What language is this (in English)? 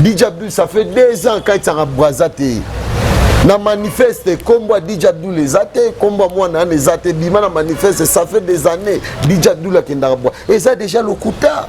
Lingala